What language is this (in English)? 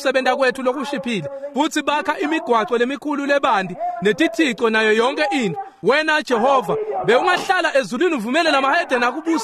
Swati